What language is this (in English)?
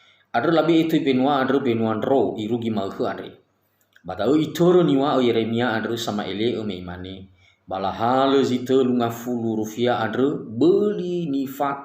Nias